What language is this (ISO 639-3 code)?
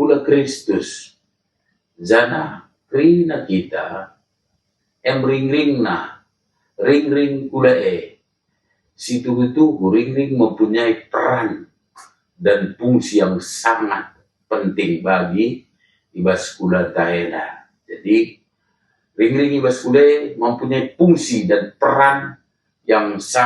btx